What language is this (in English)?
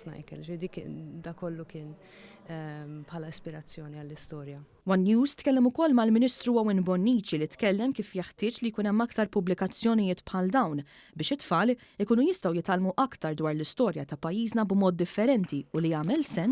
Maltese